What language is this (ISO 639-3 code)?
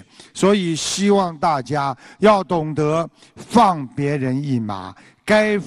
zho